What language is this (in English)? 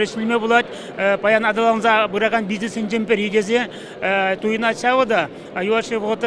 Chuvash